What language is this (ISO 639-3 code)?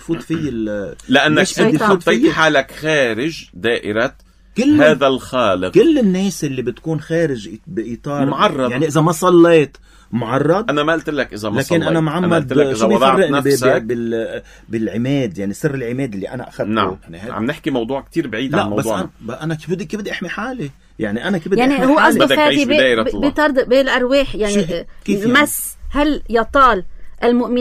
apc